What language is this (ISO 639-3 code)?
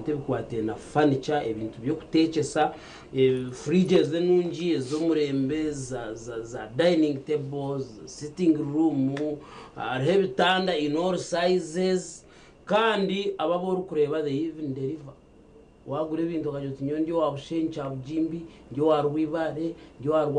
nyn